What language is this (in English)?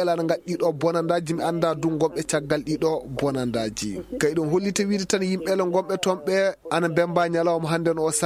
Maasina Fulfulde